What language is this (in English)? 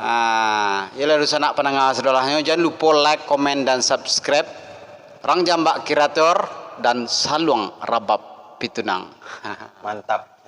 Minangkabau